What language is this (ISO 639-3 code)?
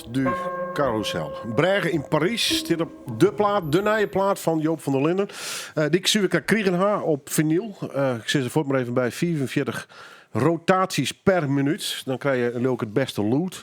fry